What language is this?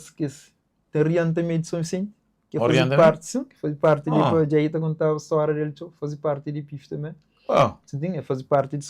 Kabuverdianu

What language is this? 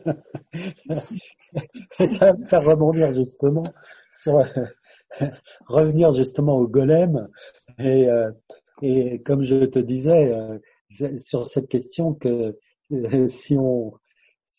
French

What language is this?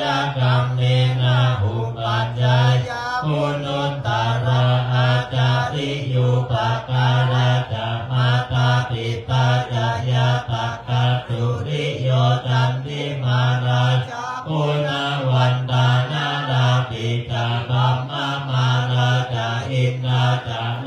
Pali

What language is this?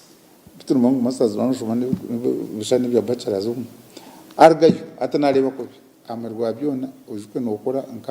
Nyankole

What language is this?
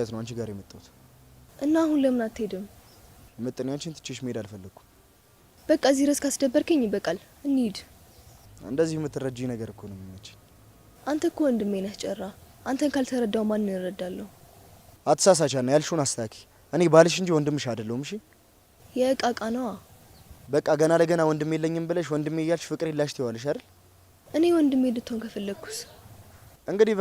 Amharic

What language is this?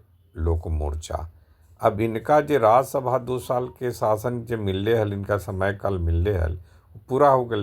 Magahi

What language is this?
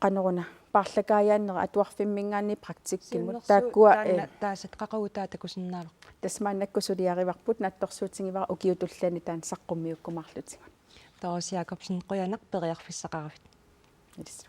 Kalaallisut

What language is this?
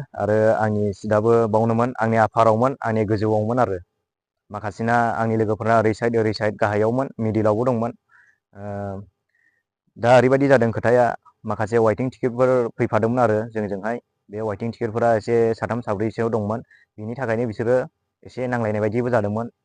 Bodo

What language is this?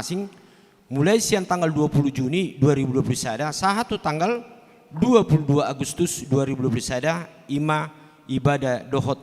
Batak Toba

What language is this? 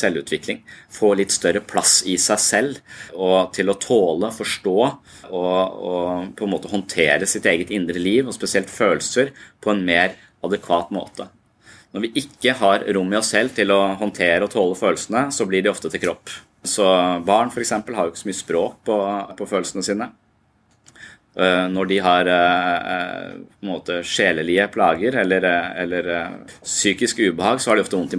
Norwegian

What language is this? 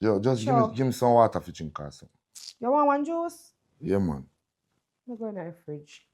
Jamaican Creole English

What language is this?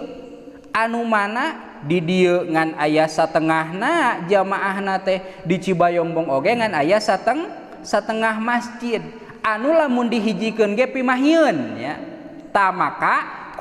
Sundanese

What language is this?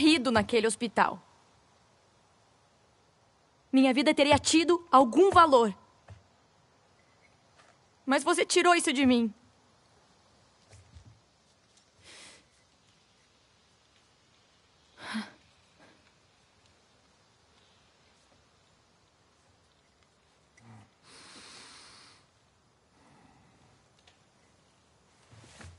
Portuguese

